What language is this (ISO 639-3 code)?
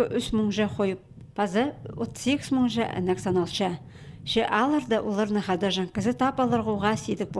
kjh